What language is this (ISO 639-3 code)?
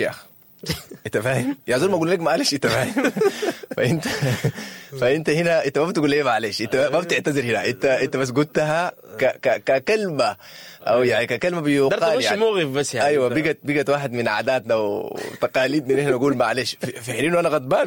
apd